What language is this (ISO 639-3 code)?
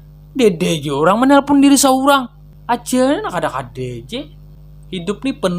bjn